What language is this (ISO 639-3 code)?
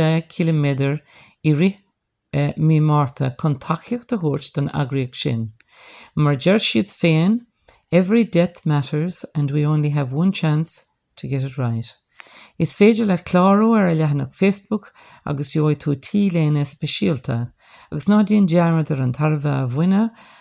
gle